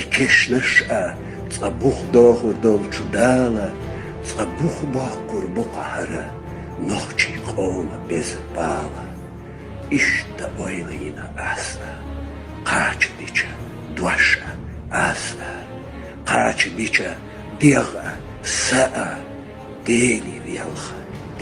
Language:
Chechen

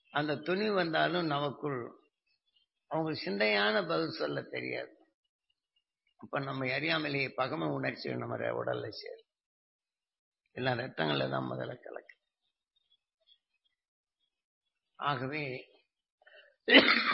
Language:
Tamil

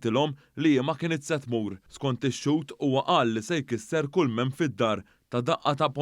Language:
Maltese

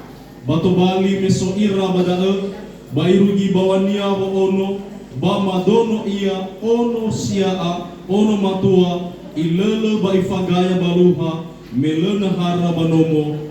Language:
Nias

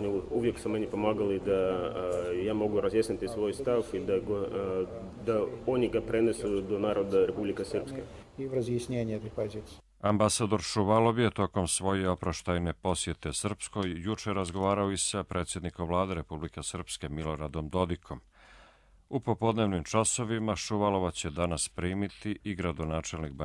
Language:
Croatian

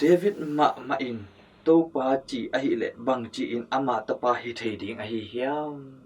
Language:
Tedim Chin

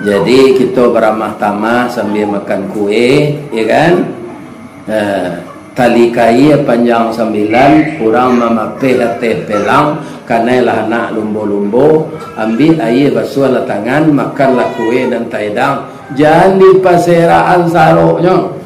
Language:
Minangkabau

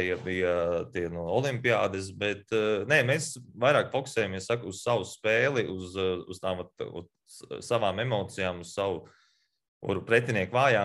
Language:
Latvian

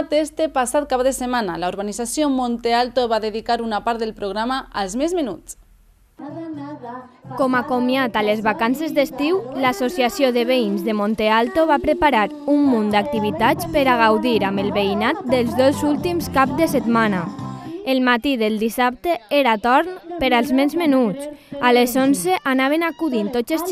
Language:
Catalan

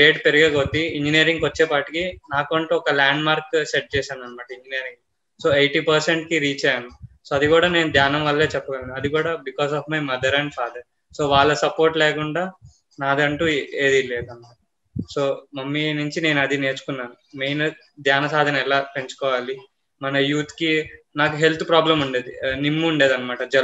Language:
Telugu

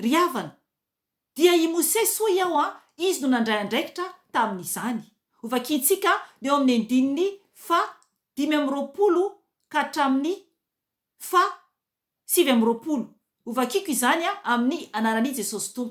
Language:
Malagasy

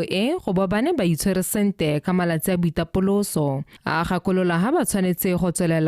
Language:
Tswana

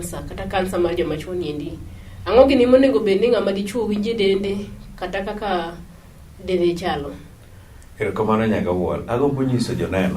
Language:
Luo (Kenya and Tanzania)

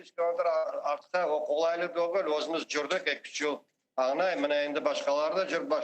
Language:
Crimean Tatar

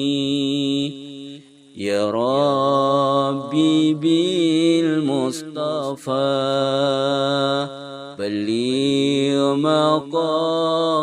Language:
Arabic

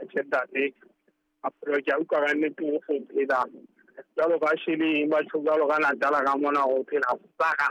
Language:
Southern Sotho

